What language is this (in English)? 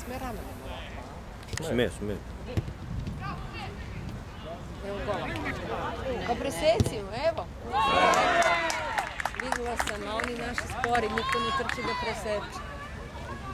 Serbian